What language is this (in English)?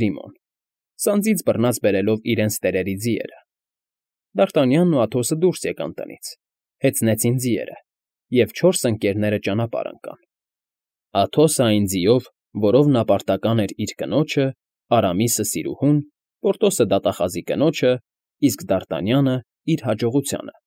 Armenian